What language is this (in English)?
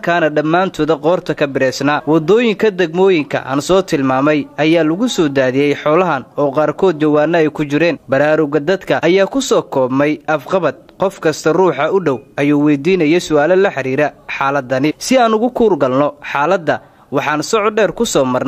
Somali